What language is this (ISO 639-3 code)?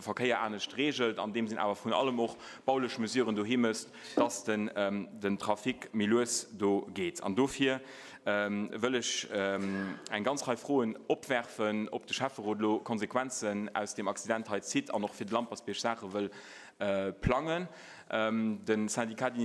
ltz